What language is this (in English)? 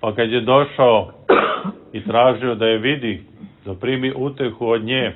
Serbian